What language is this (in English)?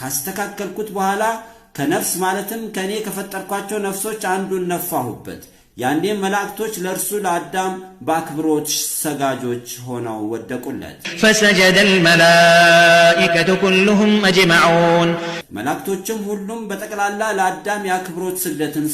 Amharic